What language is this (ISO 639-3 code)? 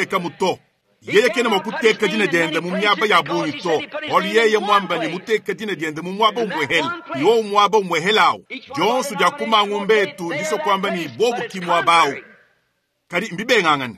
lua